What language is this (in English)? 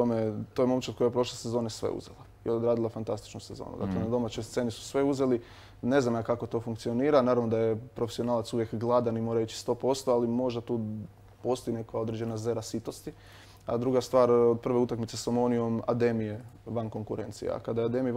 Croatian